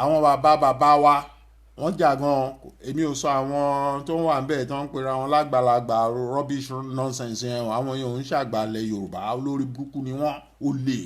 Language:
Yoruba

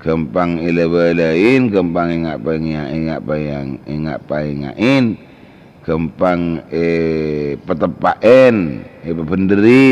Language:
Madurese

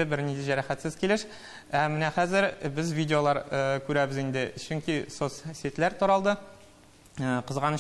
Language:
Tatar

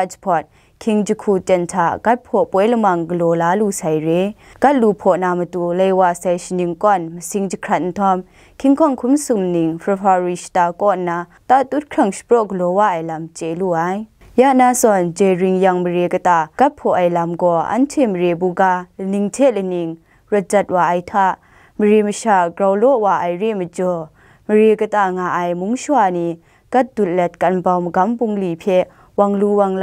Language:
Kachin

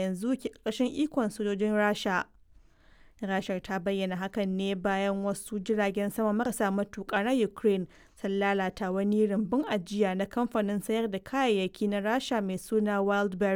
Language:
Hausa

